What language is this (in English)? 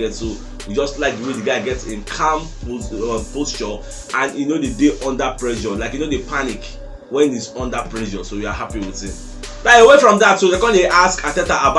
Nigerian Pidgin